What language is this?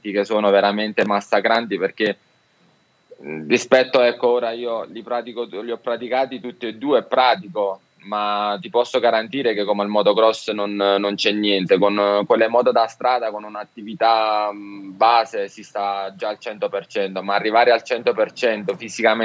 Italian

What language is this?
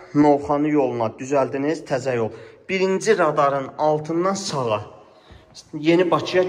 Azerbaijani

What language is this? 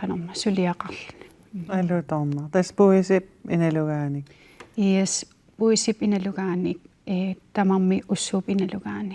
Kalaallisut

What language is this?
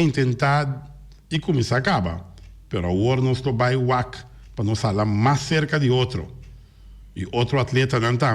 Papiamento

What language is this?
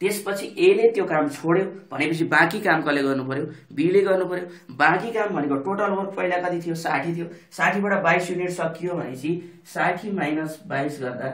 Nepali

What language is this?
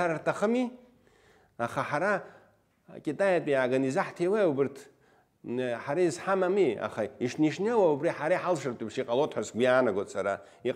Abkhazian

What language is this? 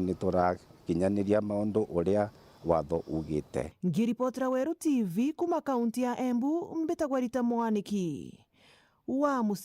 Meru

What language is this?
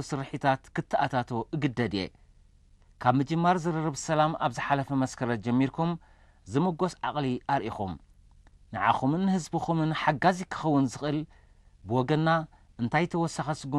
Tigrinya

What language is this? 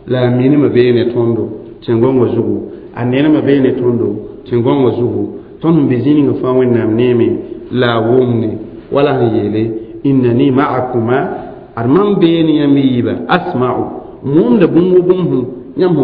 Mossi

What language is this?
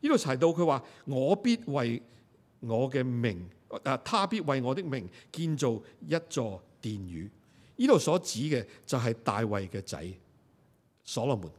Cantonese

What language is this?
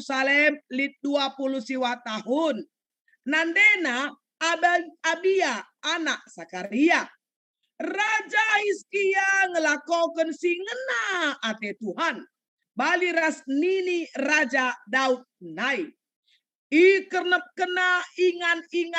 Batak Karo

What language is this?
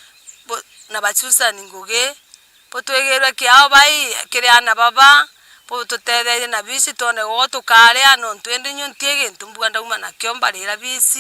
Meru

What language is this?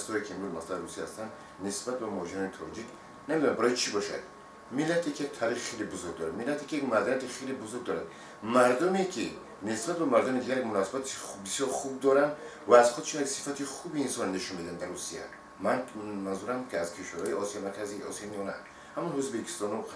Tajik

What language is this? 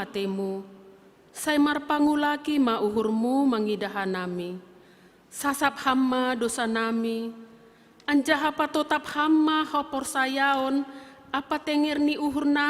Batak Simalungun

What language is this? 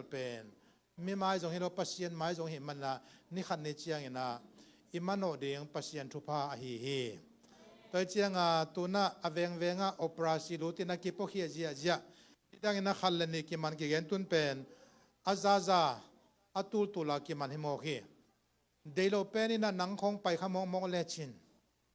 Tedim Chin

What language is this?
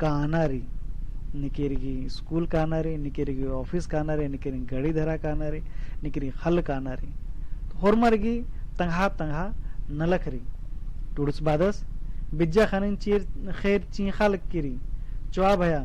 Kurukh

